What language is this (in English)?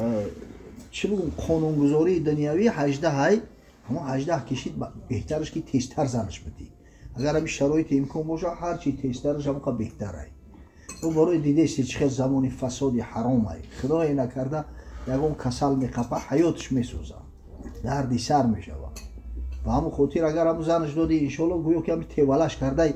Tajik